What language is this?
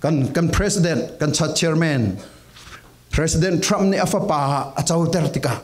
Falam Chin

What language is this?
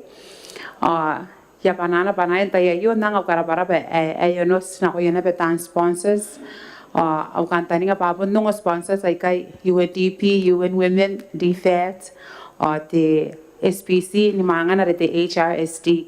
Gilbertese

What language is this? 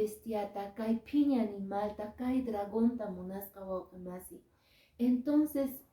Quechua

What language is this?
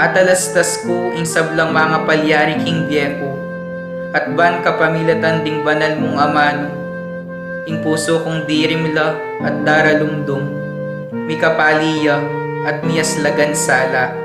Pampanga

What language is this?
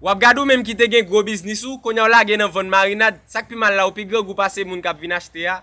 Haitian Creole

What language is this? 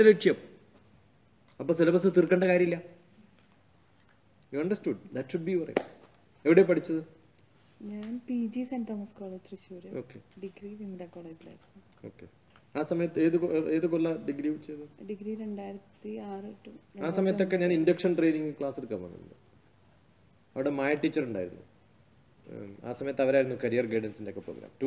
Malayalam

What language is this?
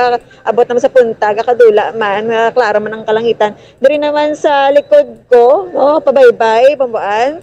Hiligaynon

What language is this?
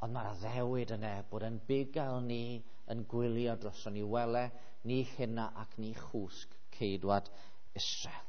Welsh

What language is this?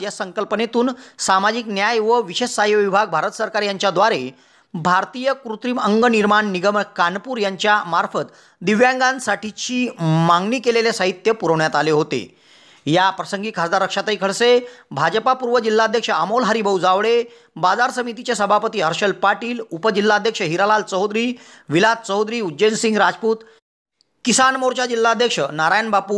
Marathi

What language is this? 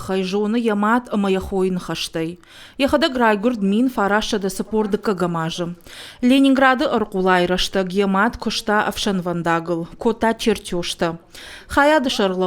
Ossetic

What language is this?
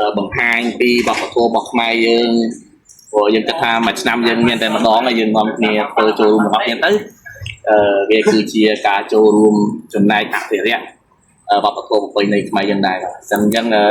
Khmer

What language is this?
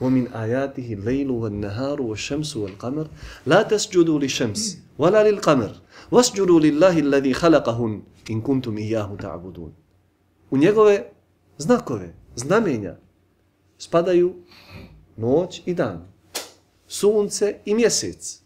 Bosnian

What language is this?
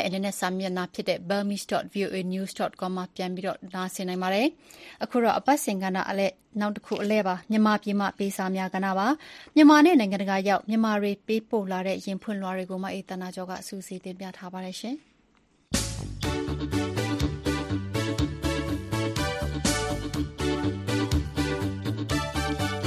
Burmese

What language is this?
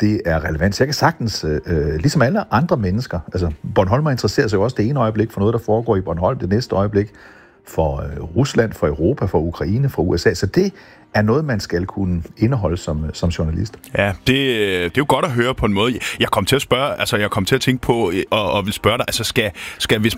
Danish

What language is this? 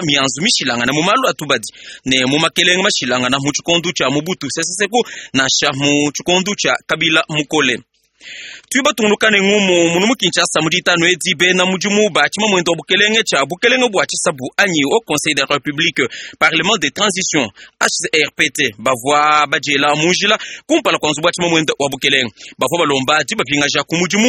Luba-Lulua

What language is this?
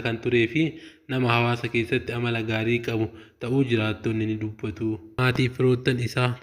Oromo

